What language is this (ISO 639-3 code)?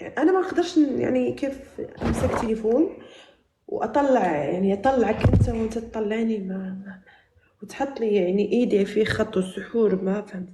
arz